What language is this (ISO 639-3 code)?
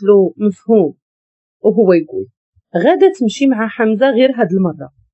ary